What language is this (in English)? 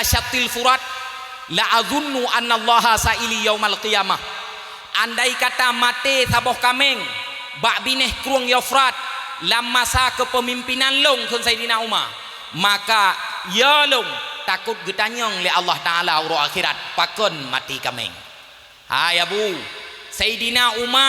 Achinese